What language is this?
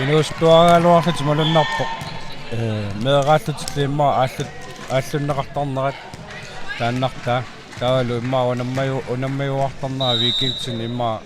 Kalaallisut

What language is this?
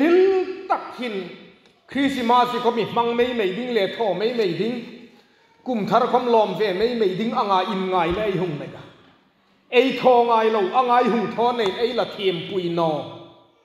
Hmar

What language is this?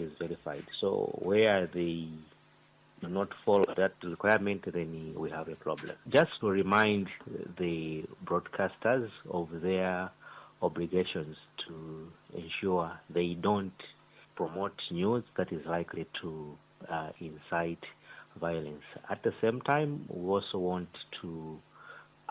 English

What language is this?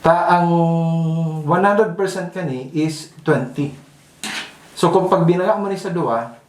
Bikol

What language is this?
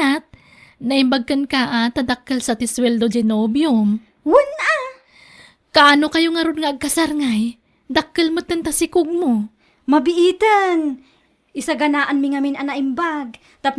Iloko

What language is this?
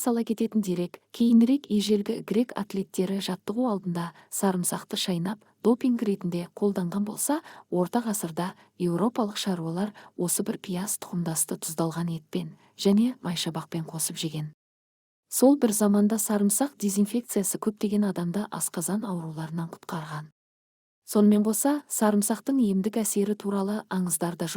Kazakh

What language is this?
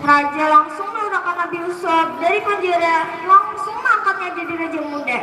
Banjar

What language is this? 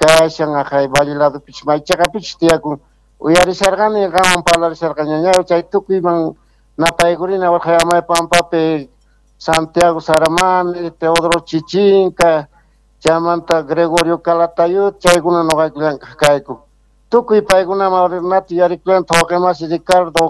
Quechua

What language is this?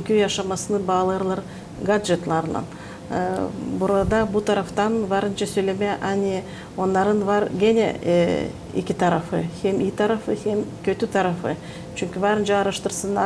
Gagauz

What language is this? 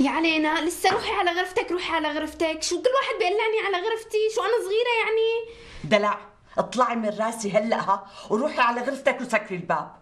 North Levantine Arabic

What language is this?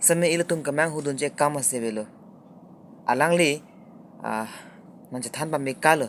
Karbi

